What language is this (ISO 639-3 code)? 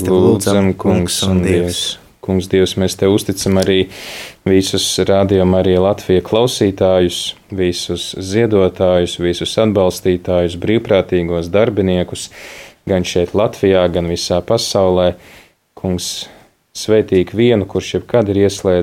lav